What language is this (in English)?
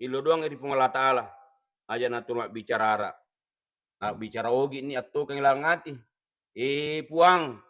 Buginese